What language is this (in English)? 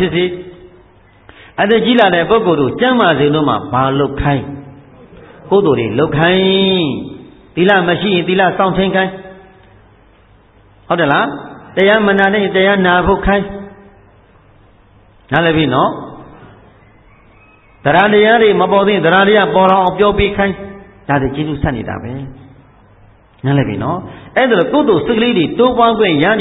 Burmese